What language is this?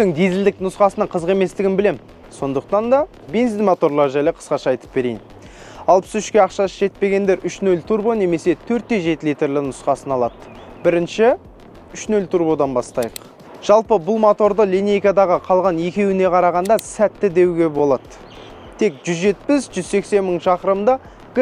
Kazakh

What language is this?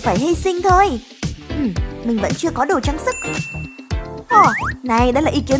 Vietnamese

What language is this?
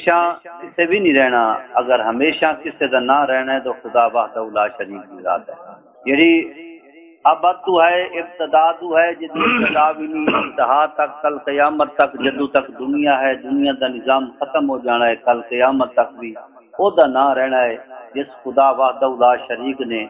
Saraiki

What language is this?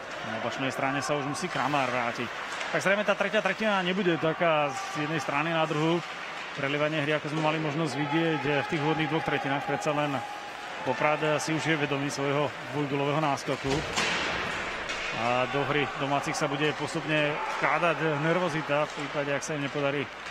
Slovak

